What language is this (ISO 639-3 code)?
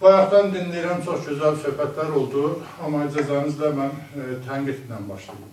azb